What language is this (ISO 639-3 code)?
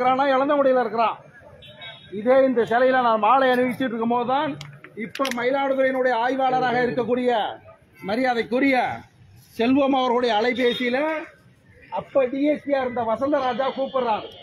tam